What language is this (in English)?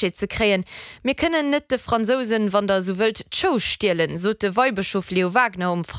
Luxembourgish